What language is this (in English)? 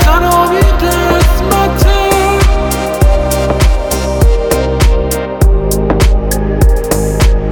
Persian